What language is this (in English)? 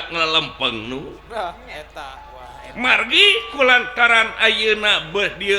Sundanese